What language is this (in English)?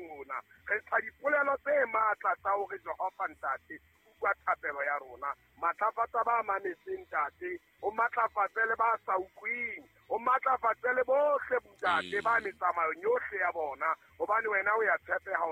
Southern Sotho